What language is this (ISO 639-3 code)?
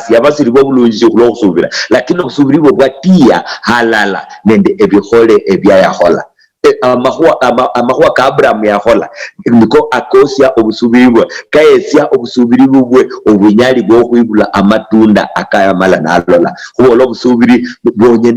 luy